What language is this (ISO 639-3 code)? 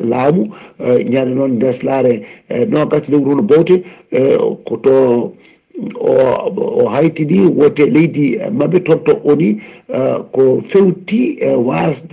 ful